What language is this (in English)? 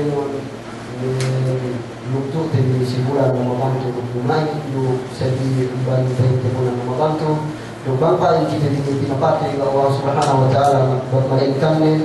Yakan